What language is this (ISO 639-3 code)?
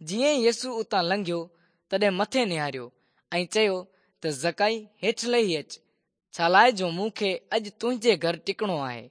snd